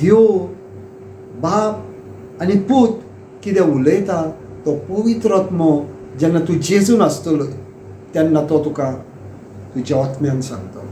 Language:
Konkani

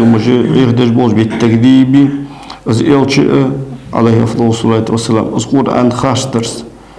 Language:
Ingush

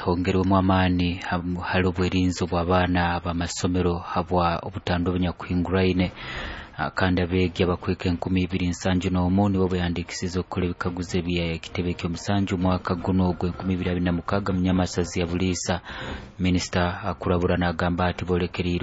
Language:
Nyoro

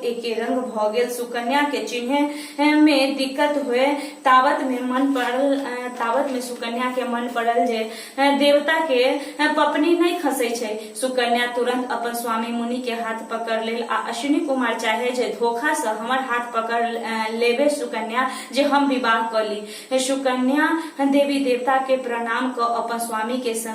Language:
Maithili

